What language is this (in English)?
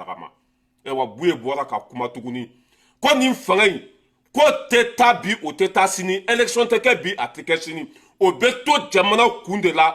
Bambara